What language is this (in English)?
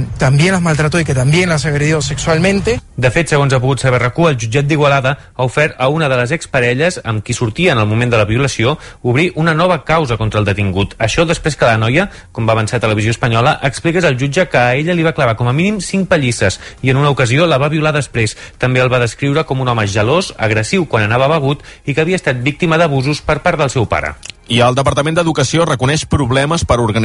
Catalan